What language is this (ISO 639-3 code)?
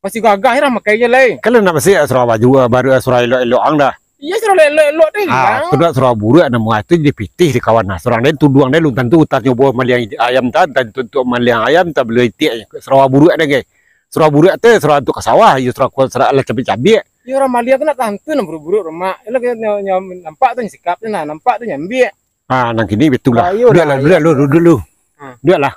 min